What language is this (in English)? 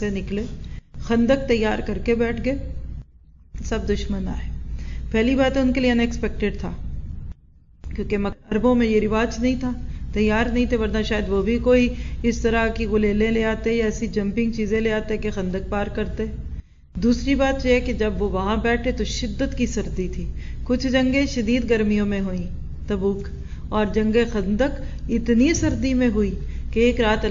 Urdu